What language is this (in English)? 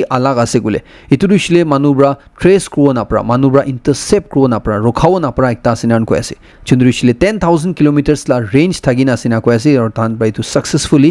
Naga Pidgin